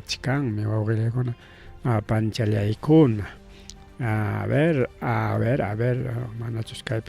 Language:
Ayacucho Quechua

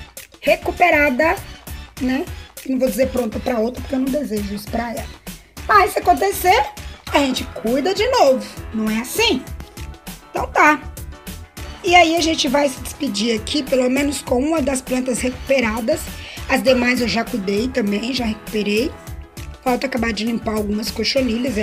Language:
Portuguese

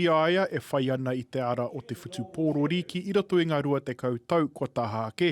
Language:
Māori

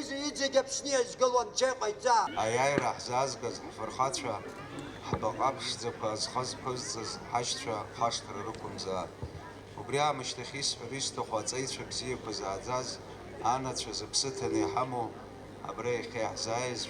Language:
Abkhazian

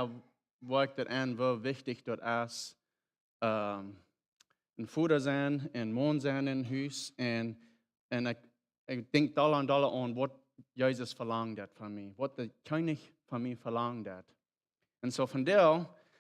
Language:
Plautdietsch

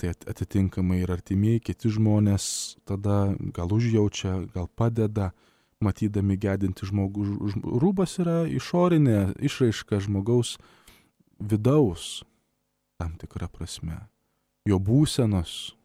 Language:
Lithuanian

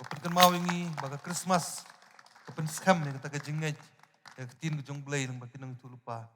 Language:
Khasi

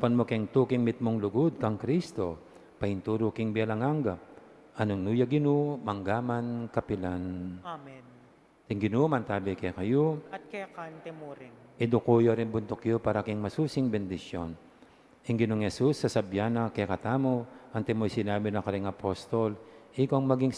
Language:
Pampanga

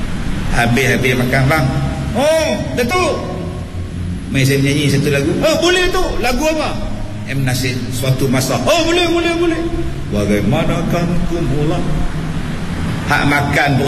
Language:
Malay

